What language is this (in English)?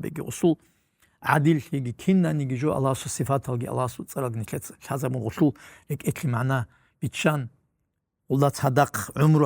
Avaric